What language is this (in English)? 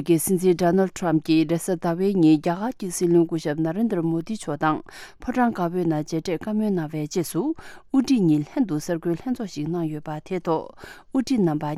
Tibetan